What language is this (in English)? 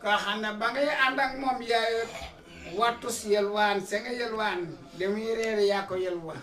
Wolof